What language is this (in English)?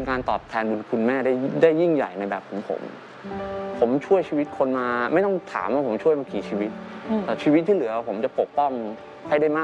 Thai